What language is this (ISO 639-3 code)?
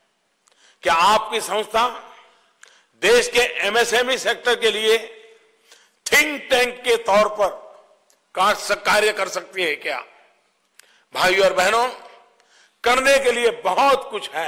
hin